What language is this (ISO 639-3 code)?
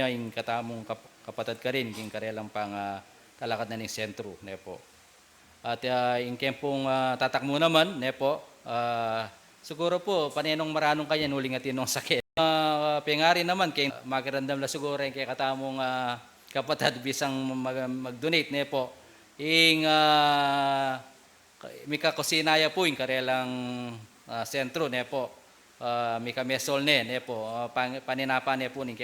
pam